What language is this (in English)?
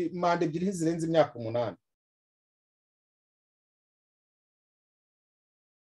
Kinyarwanda